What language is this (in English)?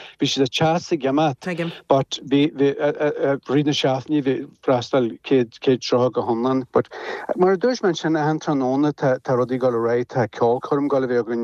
Irish